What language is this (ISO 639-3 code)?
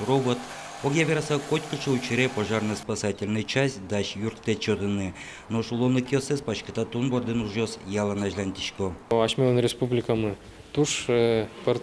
udm